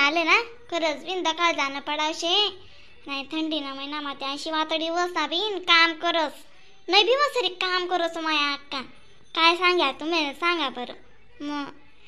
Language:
Khandesi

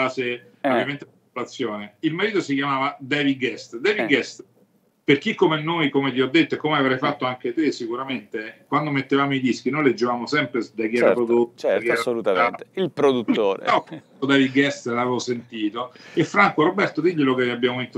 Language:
Italian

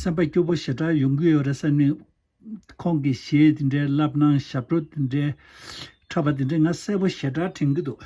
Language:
Tibetan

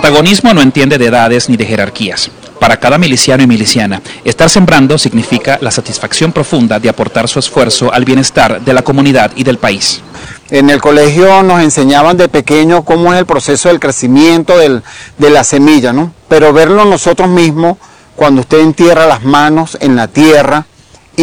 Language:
Spanish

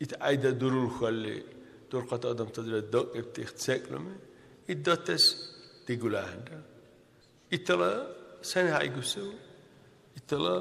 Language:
Dargwa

